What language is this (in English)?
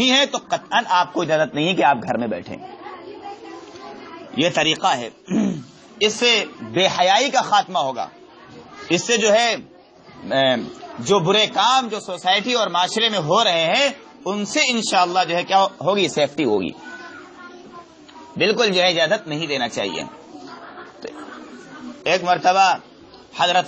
Urdu